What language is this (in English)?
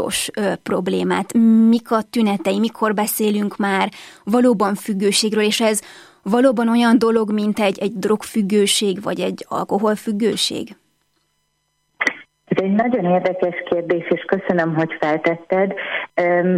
Hungarian